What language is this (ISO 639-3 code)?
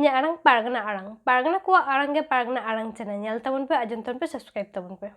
sat